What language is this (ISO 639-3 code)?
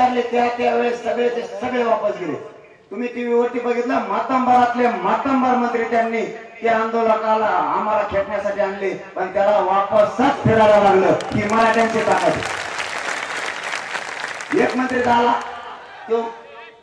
mar